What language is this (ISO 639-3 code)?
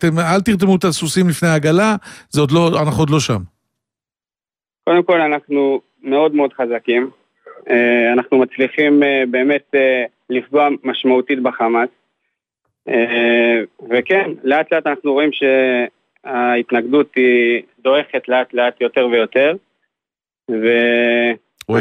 heb